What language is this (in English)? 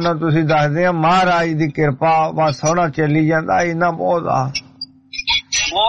Punjabi